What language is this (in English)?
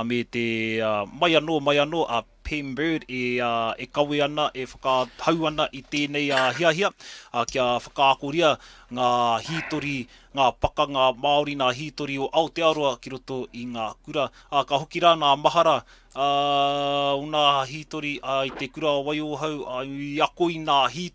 Māori